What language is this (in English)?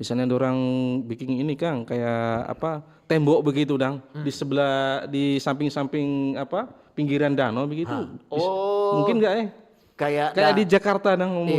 Manado Malay